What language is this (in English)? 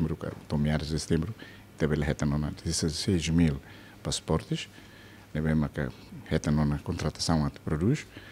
Tetum